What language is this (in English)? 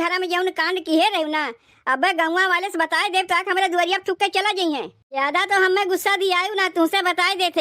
Awadhi